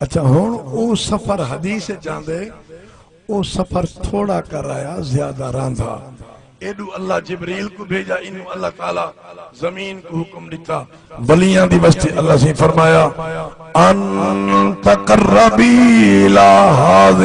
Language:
Saraiki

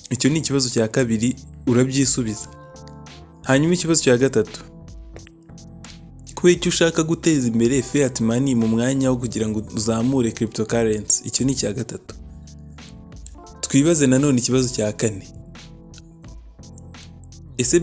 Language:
Kinyarwanda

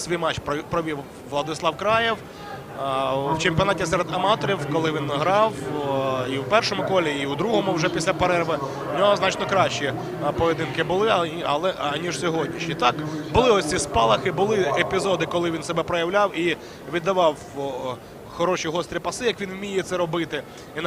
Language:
Ukrainian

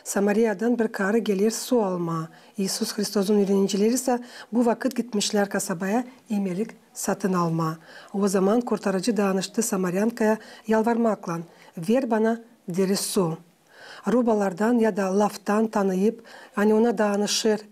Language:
Gagauz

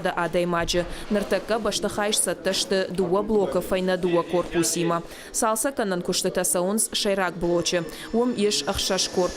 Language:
Ossetic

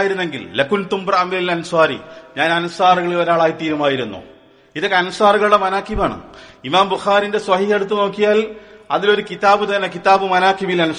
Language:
Malayalam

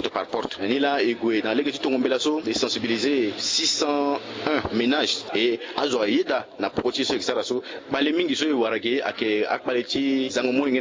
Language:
Sango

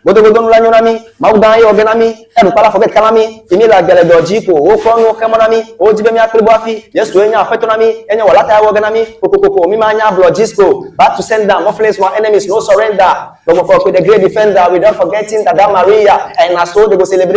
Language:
Ewe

